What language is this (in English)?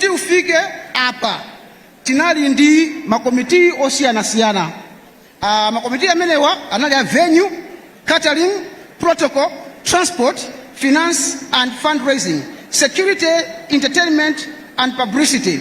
Nyanja